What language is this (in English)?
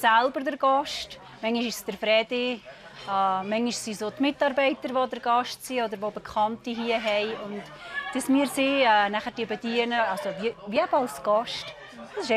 Swiss German